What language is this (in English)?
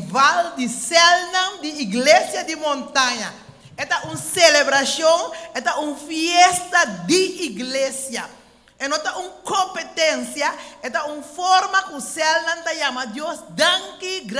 Papiamento